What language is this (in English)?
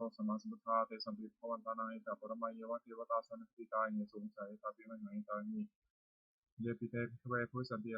Pali